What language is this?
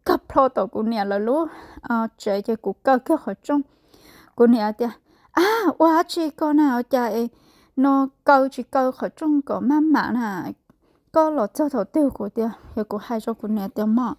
Hmong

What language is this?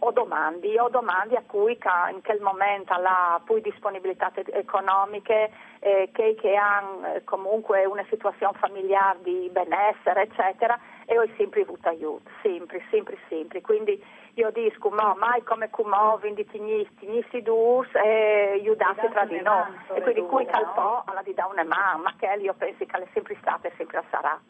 Friulian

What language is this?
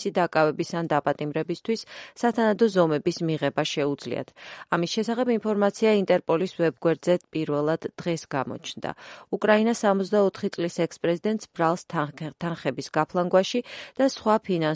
Georgian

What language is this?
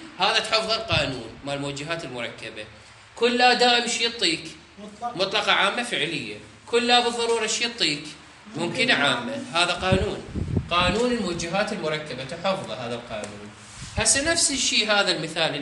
Mesopotamian Arabic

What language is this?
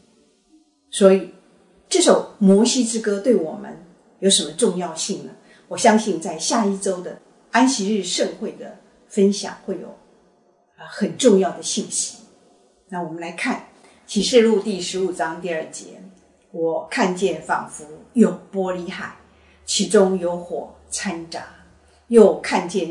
Chinese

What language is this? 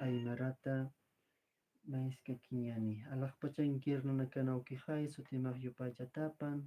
Aymara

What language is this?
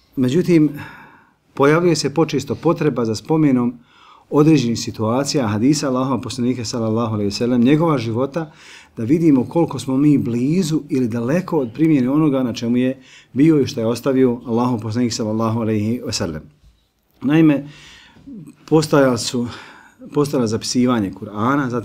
Bosnian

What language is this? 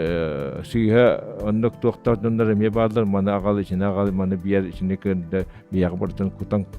Yakut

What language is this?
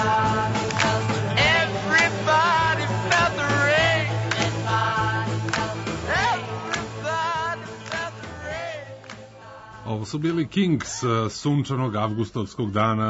Serbian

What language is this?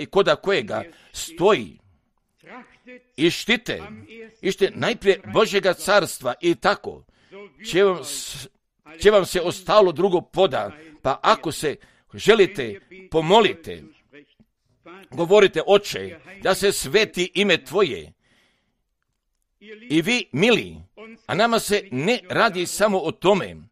Croatian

